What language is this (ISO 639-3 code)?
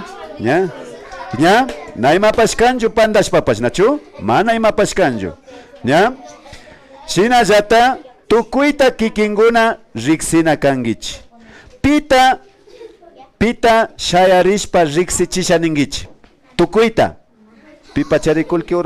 qvi